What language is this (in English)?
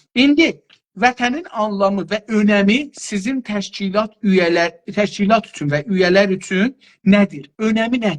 South Azerbaijani